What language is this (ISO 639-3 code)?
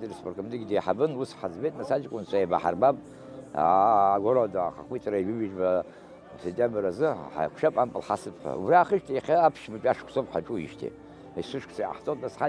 abk